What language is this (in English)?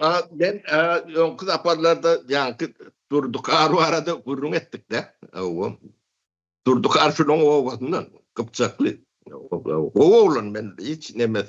Turkmen